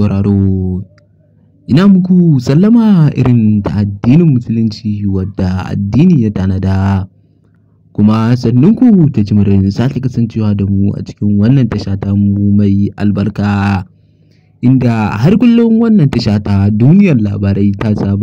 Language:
Hausa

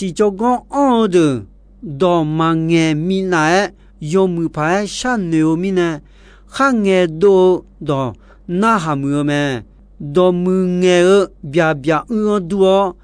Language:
Akha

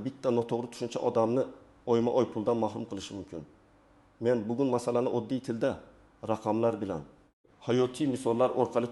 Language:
Uzbek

